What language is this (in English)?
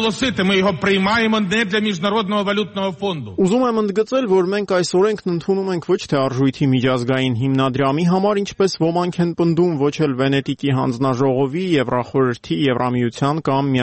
Armenian